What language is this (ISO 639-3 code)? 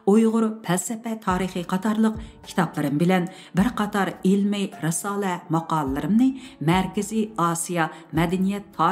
uig